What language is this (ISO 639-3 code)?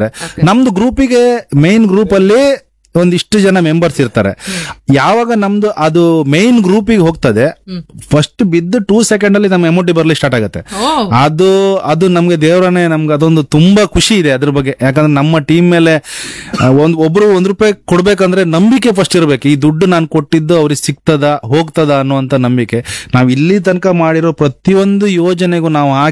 kan